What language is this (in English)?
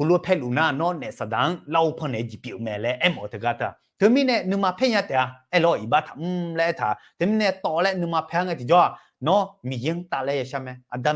Akha